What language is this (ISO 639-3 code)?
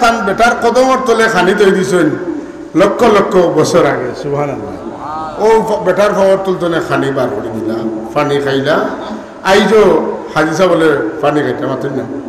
syl